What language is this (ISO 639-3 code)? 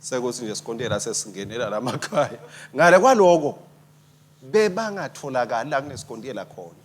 ssw